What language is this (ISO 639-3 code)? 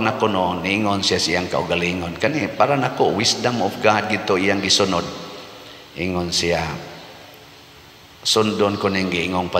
ceb